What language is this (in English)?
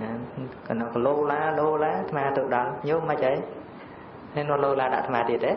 Khmer